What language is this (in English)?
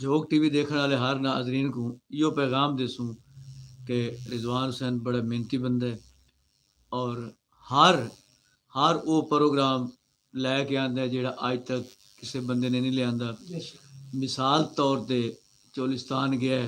Saraiki